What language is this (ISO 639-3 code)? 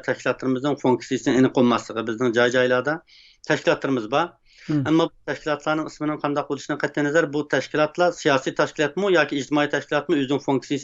uig